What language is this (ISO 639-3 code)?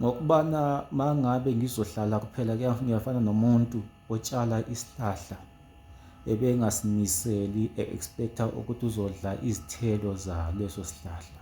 zul